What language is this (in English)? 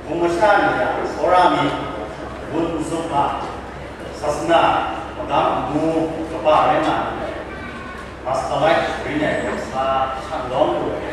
Kachin